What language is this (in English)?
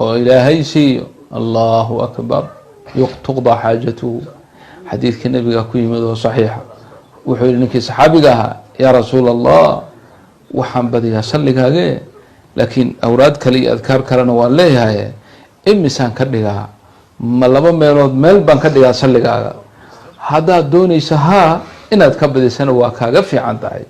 Somali